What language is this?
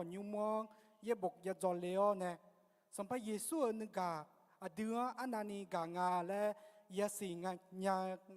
Akha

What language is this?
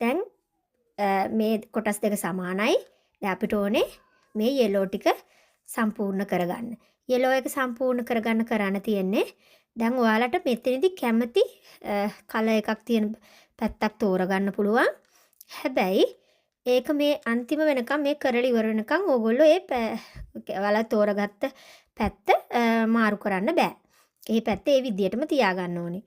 Sinhala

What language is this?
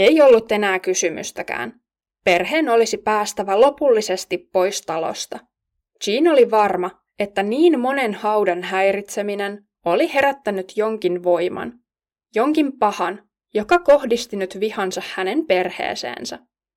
Finnish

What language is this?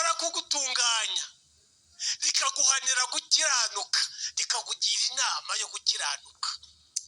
Kinyarwanda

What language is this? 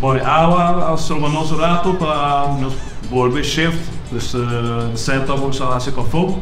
Papiamento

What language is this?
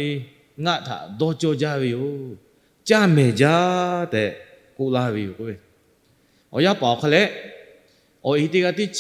Lahu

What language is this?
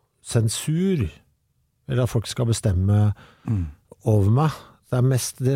Norwegian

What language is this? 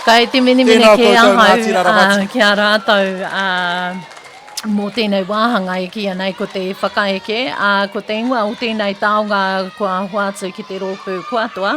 Māori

